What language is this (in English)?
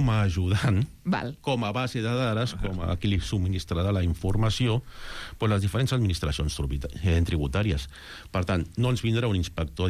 Catalan